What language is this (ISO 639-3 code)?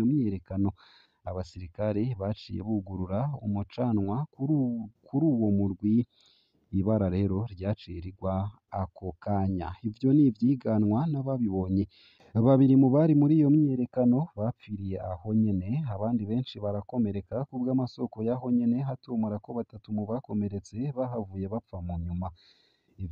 run